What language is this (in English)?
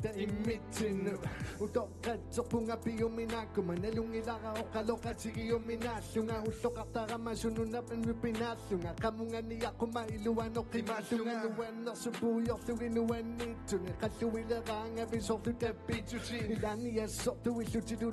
Kalaallisut